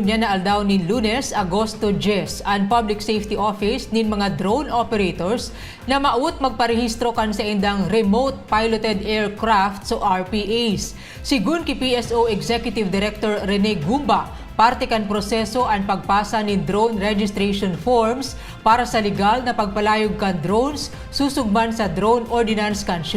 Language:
Bikol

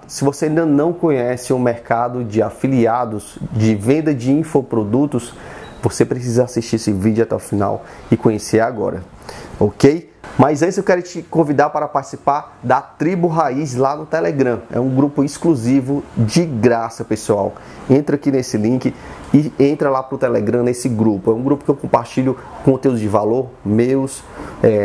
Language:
Portuguese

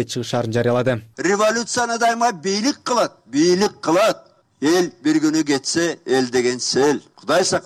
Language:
Kyrgyz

